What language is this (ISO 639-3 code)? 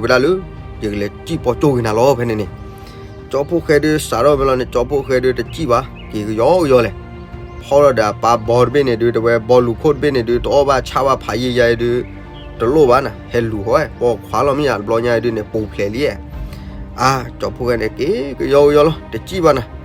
ksw